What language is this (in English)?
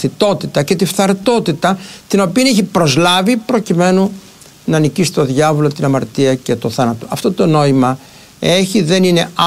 Greek